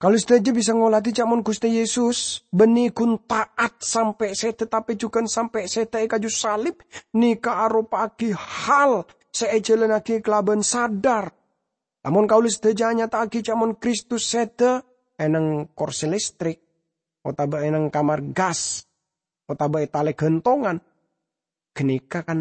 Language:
Madurese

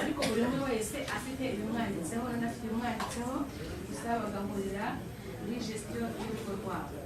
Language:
Kinyarwanda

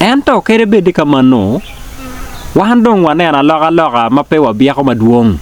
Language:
Acoli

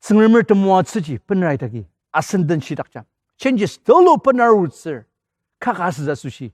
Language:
Ao Naga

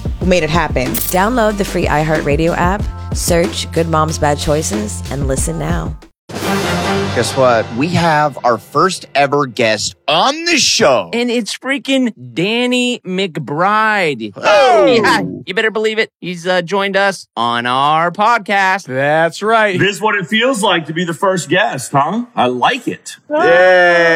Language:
English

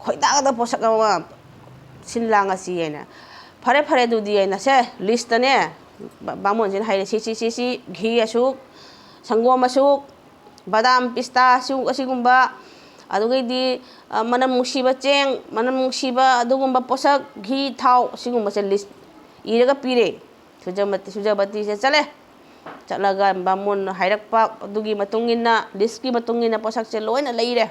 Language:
Manipuri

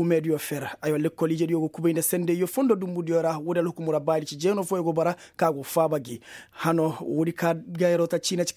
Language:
Koyraboro Senni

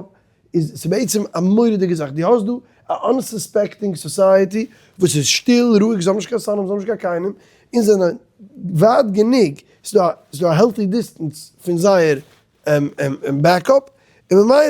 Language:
Yiddish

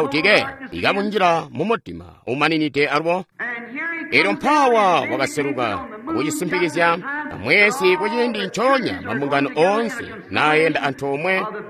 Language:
Tonga (Zambia)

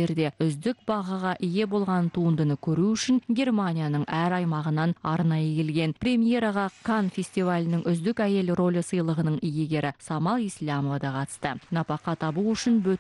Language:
Kazakh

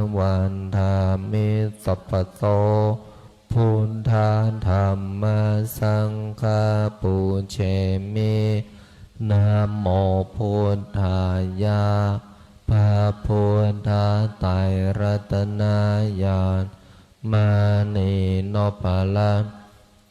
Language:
Pali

